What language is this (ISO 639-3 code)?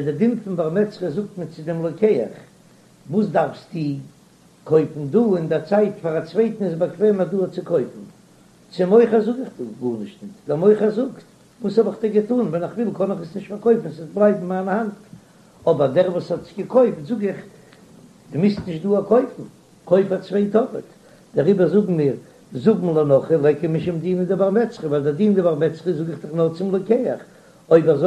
yid